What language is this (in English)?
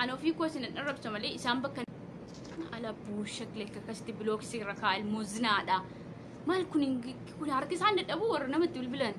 Oromo